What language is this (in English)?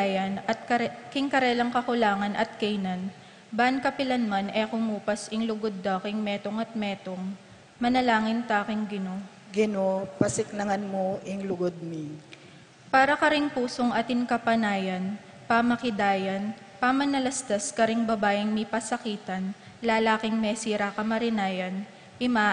Pampanga